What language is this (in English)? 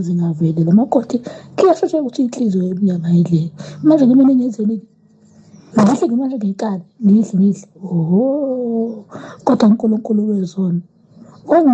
Zulu